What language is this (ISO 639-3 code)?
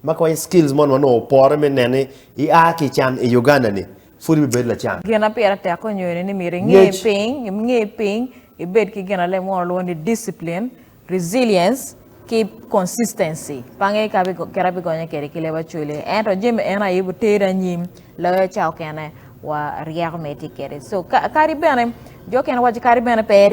ach